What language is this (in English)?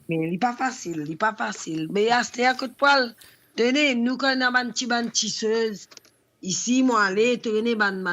Morisyen